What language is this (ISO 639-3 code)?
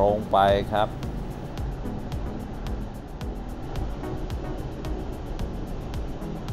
tha